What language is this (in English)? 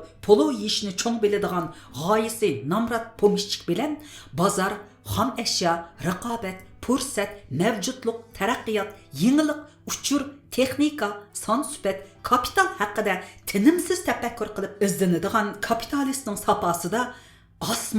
Uyghur